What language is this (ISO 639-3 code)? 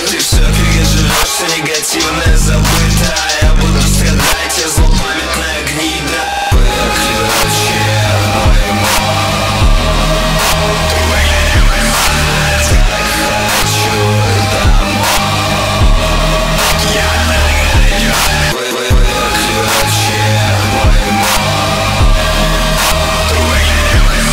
rus